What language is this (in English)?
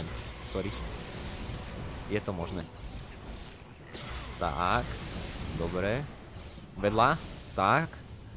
Slovak